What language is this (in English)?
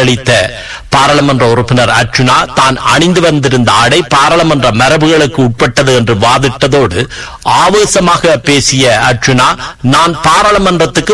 Tamil